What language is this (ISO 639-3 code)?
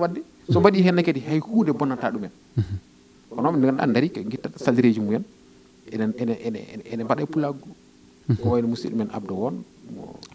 ful